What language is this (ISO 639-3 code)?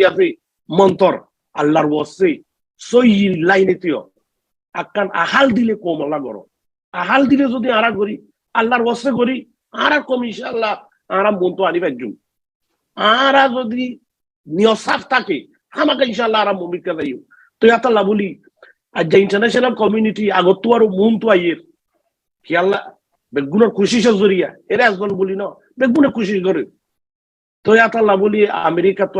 rhg